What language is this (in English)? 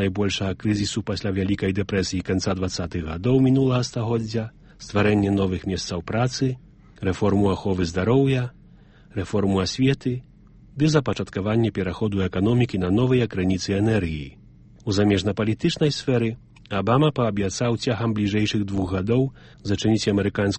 Belarusian